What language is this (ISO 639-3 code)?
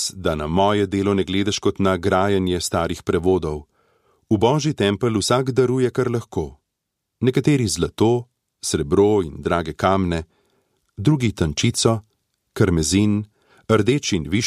slv